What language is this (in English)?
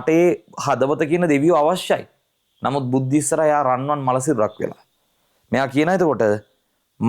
Sinhala